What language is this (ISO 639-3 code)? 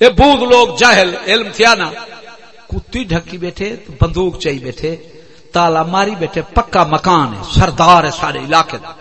skr